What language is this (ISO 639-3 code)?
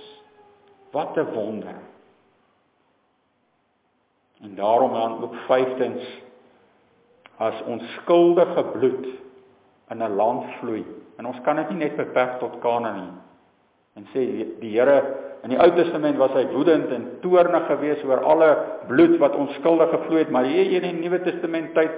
afr